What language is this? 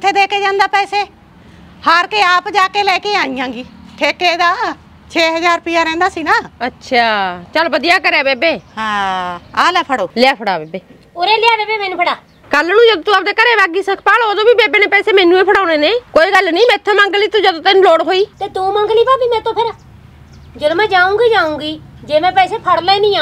Punjabi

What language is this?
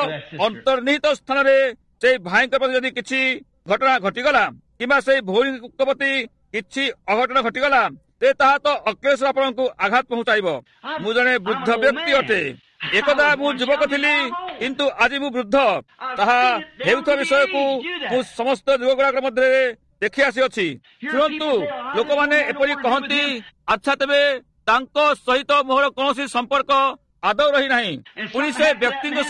Odia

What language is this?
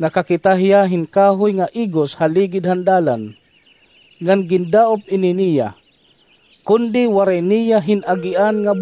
Waray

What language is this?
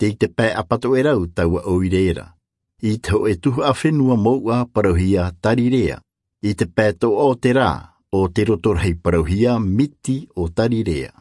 Tahitian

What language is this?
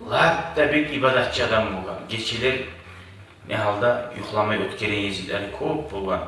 Kumyk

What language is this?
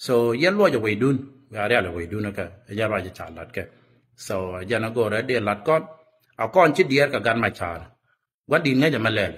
Nuer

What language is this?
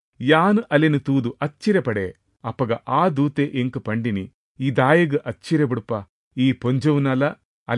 Tulu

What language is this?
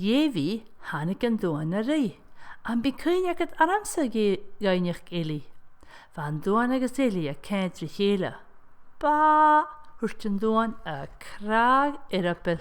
Scottish Gaelic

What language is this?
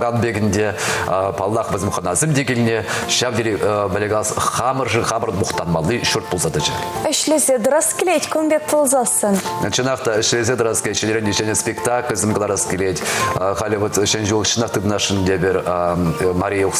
Chuvash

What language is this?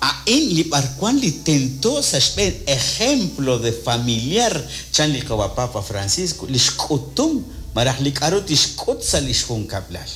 Kekchí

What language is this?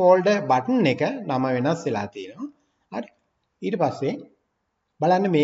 Sinhala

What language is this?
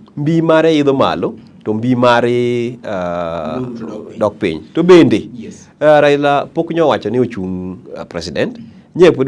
Luo (Kenya and Tanzania)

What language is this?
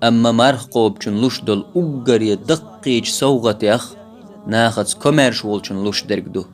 Chechen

